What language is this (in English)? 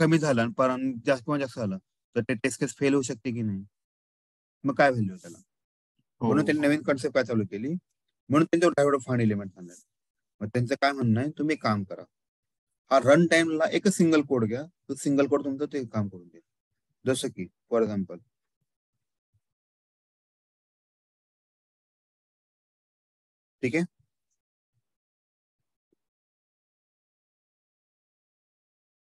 Marathi